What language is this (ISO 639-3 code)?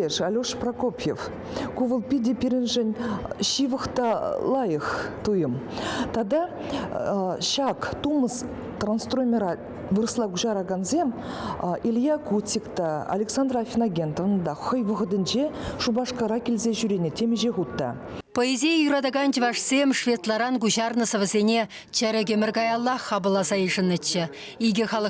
chv